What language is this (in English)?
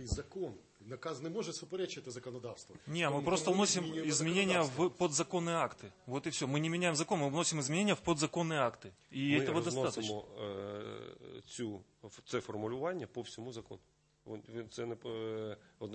Ukrainian